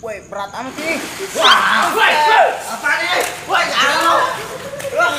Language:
Betawi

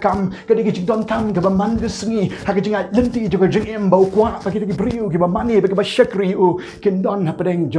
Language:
Khasi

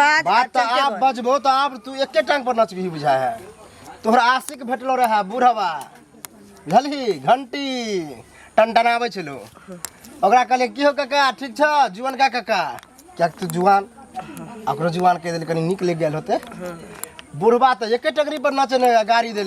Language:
Maithili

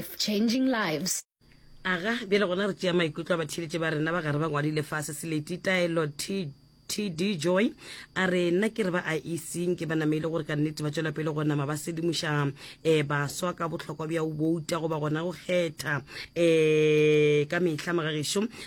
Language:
Northern Sotho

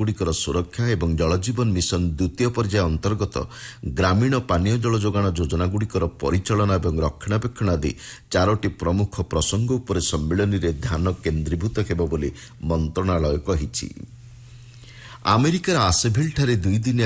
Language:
Odia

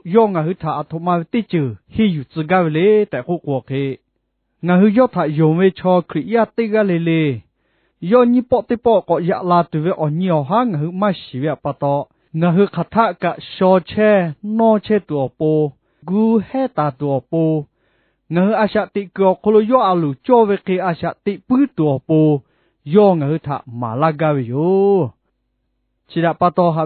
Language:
Lahu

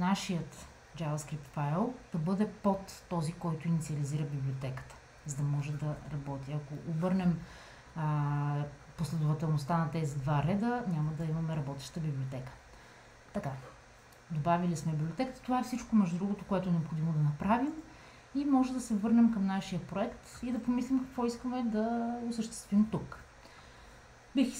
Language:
Bulgarian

